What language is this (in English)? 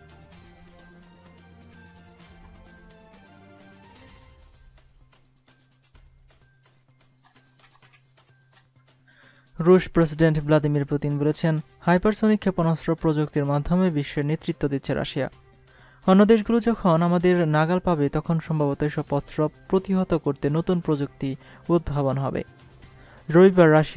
Bangla